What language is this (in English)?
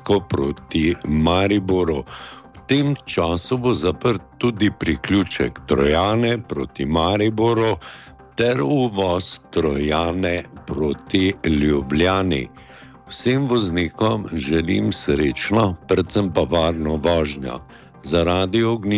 Slovenian